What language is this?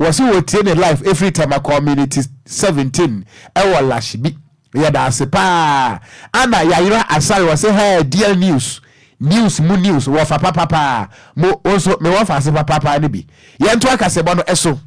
Akan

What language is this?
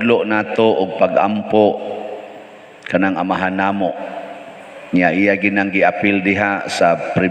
Cebuano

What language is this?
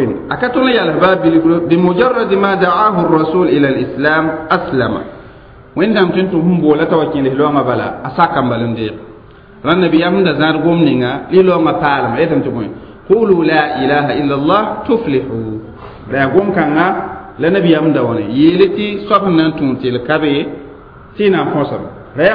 Mossi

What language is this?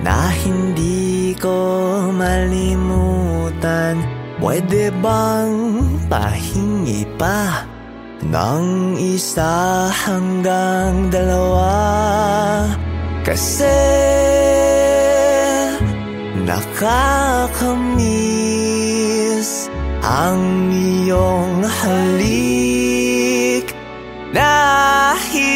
Filipino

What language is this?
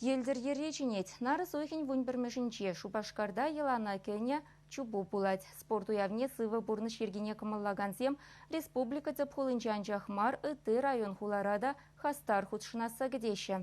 Chuvash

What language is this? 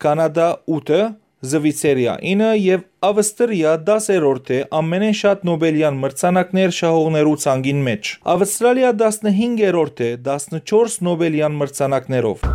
Western Armenian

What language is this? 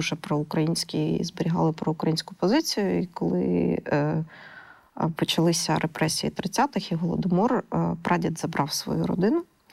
Ukrainian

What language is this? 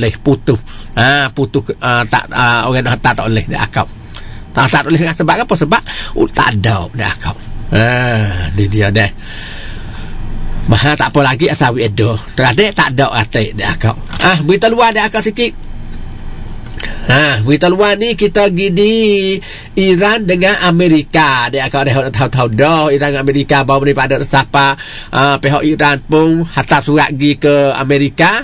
Malay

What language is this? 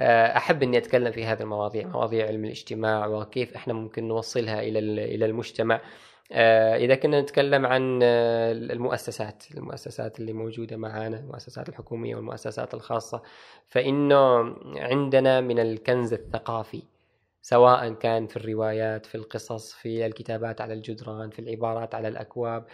Gulf Arabic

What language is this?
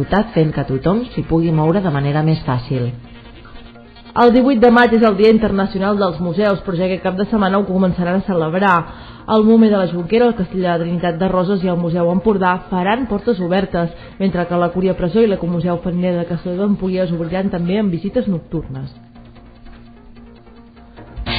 Catalan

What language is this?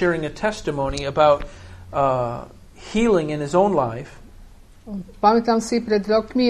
Slovak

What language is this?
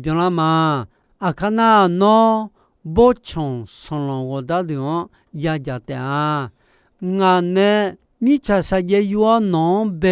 Akha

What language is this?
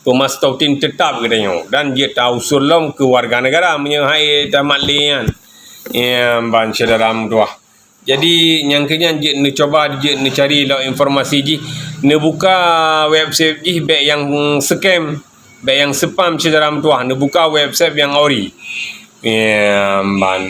Achinese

